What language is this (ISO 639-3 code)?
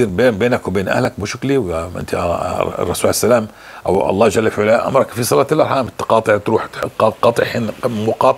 apc